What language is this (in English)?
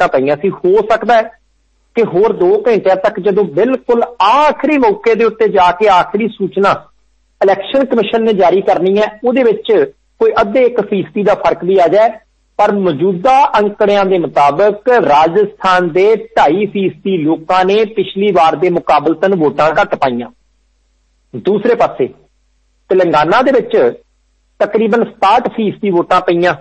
Punjabi